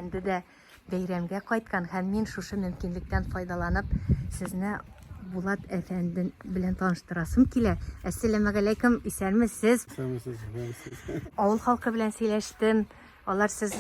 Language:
Tatar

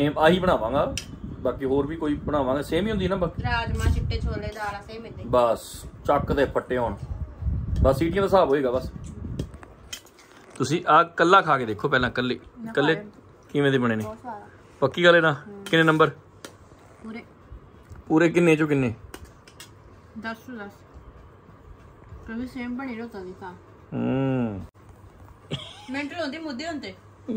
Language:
Punjabi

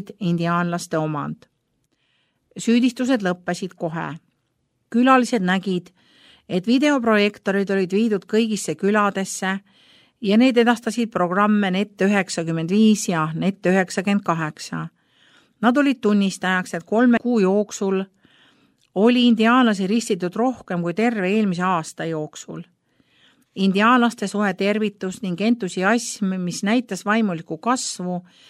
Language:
Estonian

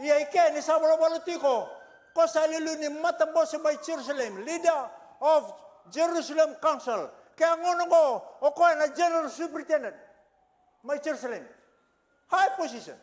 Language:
Fijian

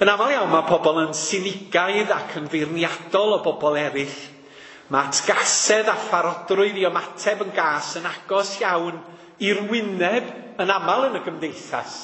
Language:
Welsh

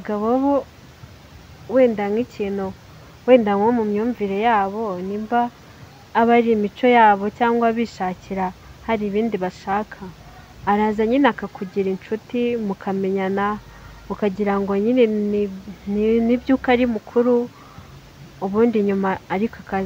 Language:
Kinyarwanda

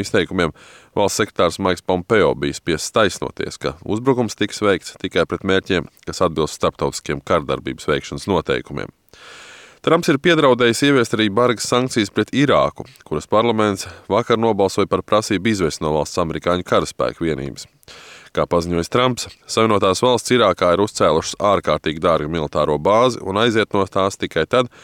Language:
Latvian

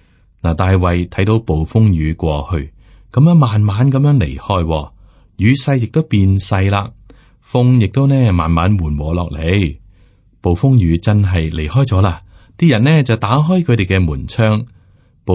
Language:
Cantonese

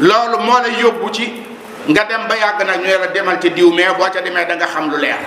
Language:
Wolof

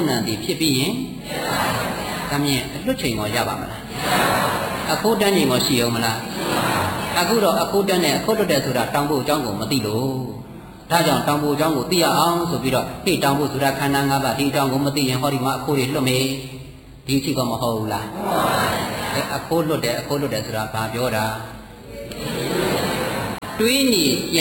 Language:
Burmese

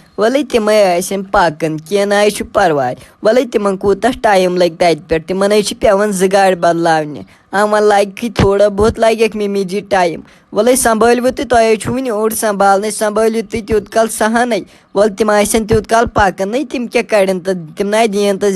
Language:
Kashmiri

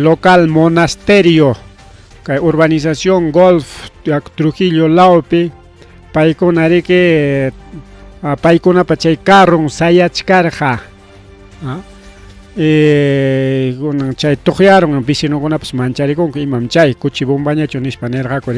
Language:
Ayacucho Quechua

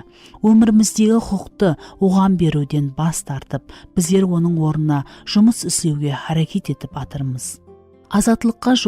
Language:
Kara-Kalpak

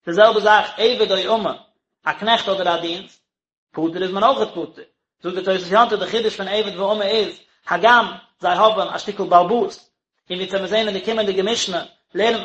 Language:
Yiddish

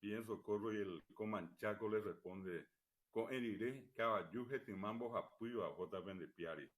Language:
Guarani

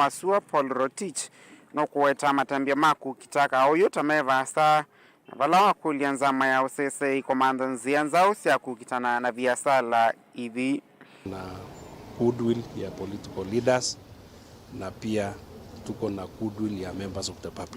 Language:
Kamba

